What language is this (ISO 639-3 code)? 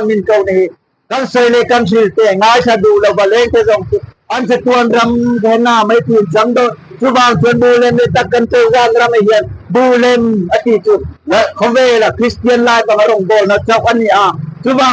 lus